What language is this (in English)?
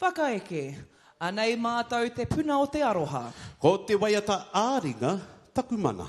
Māori